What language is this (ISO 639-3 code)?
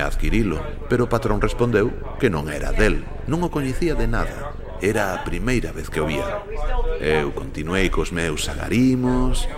glg